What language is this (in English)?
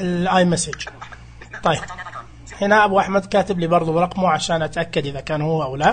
Najdi Arabic